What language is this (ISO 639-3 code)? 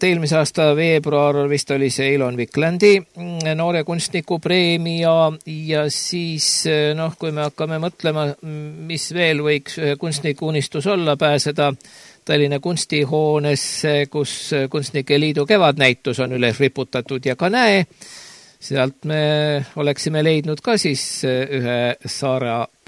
est